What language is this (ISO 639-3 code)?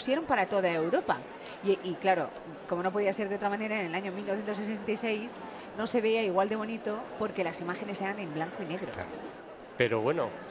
spa